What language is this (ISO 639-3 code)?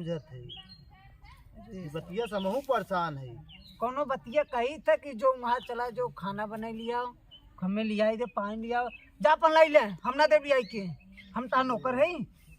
awa